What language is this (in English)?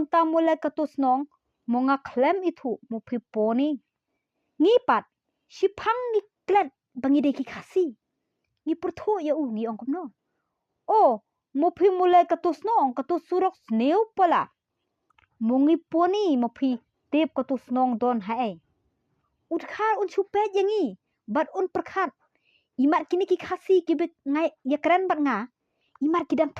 Khasi